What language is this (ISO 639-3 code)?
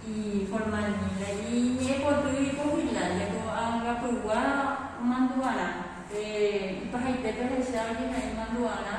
grn